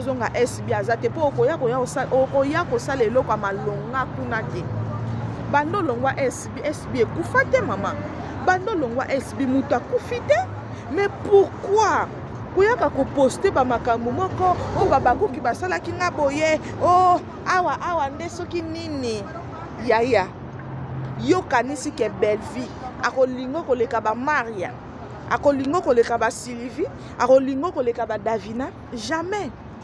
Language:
Lingala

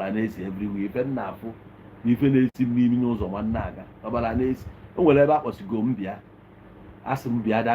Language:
Igbo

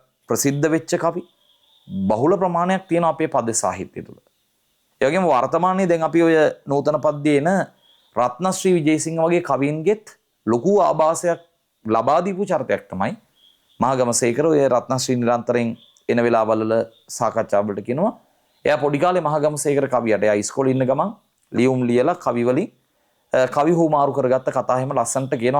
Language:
Sinhala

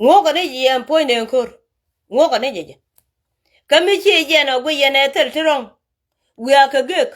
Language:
Nuer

